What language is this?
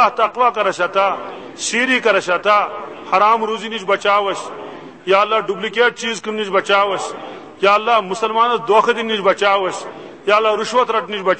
Kashmiri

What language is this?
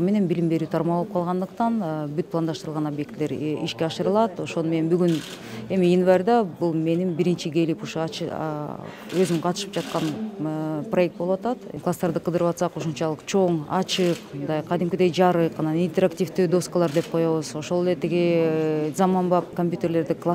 Kyrgyz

